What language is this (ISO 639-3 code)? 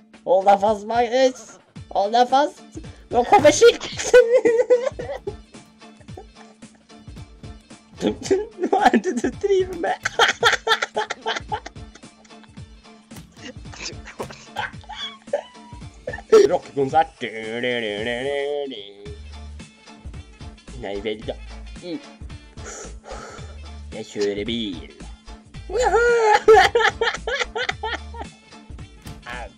nor